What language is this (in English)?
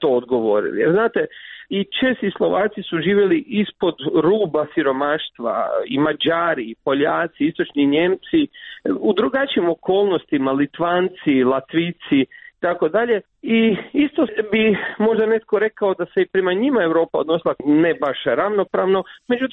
Croatian